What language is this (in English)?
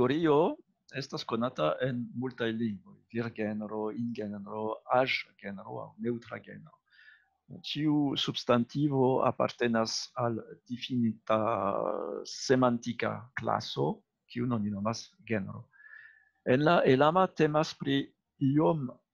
Esperanto